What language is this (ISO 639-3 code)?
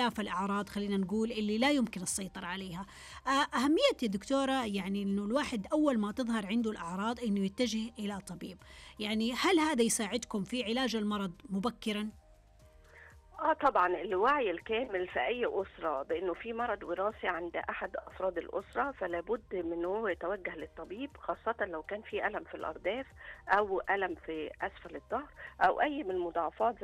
ara